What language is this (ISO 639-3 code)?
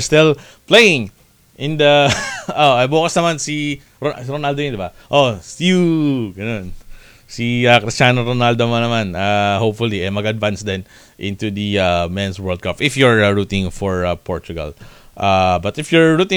fil